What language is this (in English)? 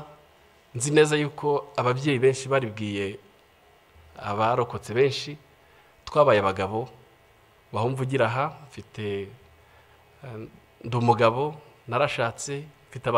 Kinyarwanda